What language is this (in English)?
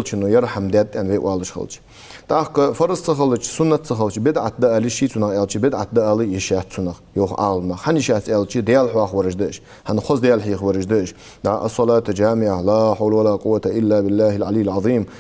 Ingush